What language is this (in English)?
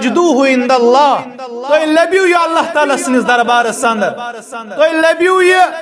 Kashmiri